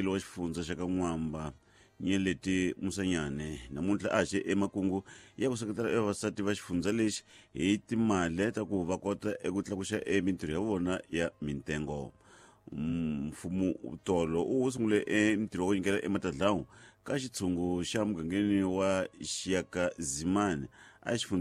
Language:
Tsonga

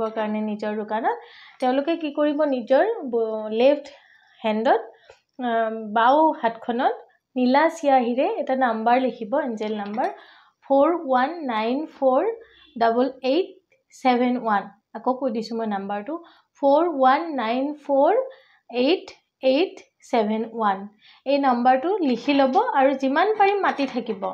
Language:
Assamese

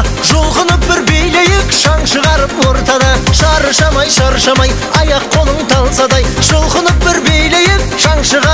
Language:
Kara-Kalpak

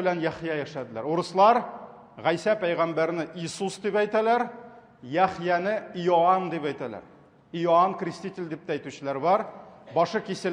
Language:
Tatar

